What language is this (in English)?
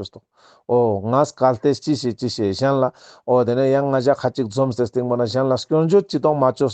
Ladakhi